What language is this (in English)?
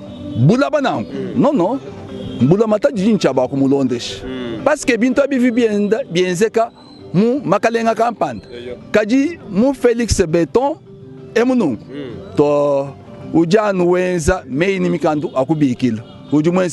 Luba-Lulua